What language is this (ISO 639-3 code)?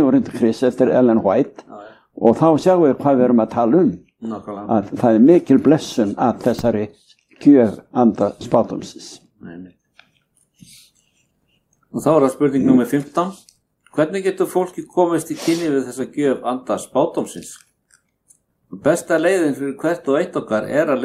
isl